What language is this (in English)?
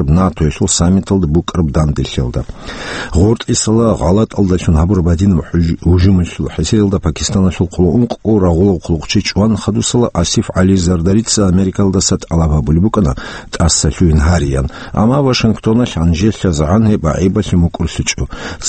Avaric